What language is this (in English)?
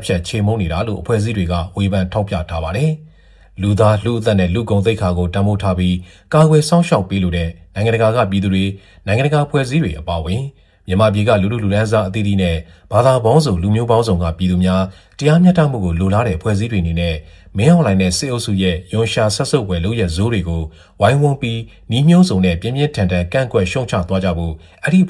Burmese